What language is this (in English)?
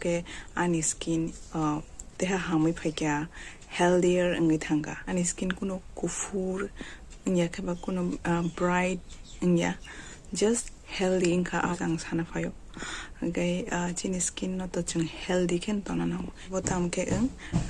Kok Borok